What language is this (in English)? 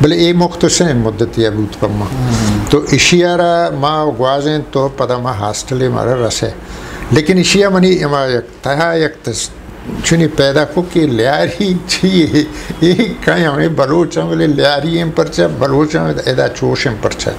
Eastern Balochi